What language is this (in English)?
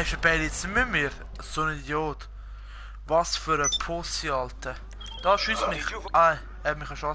Swiss German